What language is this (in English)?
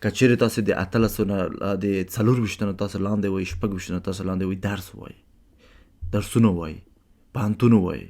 Pashto